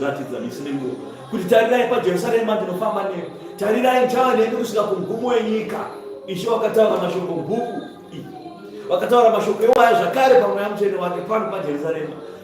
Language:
Shona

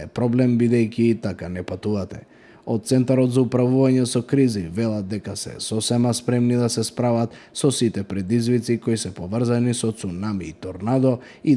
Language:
Macedonian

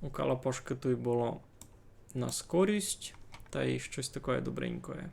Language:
Rusyn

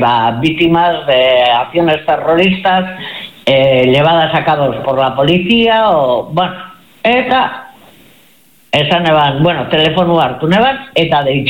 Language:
Basque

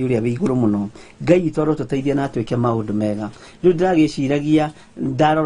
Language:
Kikuyu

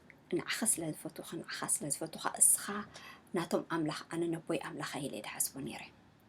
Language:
Tigrinya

